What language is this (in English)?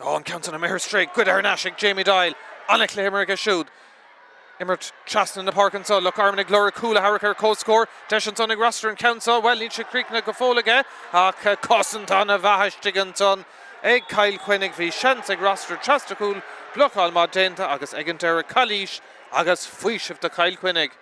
Irish